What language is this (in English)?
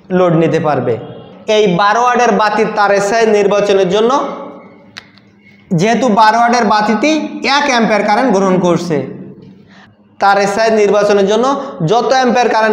Bangla